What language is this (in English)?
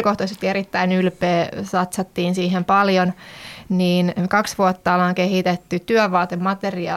Finnish